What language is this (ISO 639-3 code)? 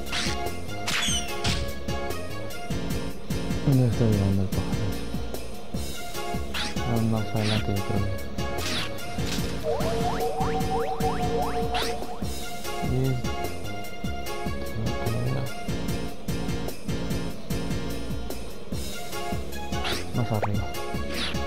spa